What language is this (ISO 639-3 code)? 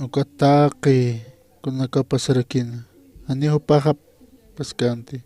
aym